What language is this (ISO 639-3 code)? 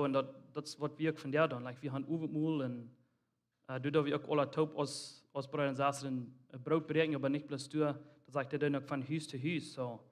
pdt